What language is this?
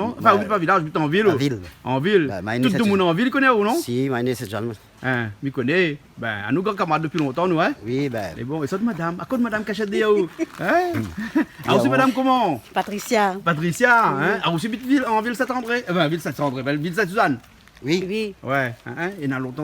Réunion Creole French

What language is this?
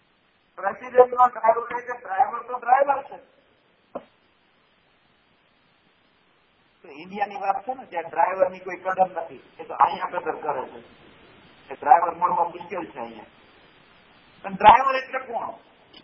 Gujarati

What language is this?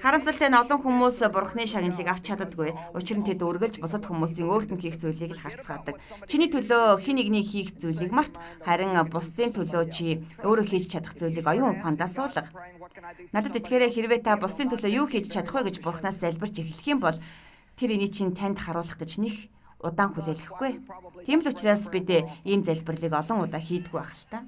Mongolian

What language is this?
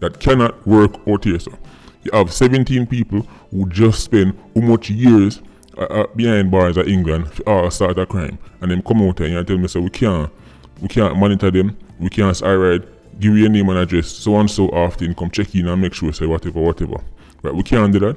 Jamaican Creole English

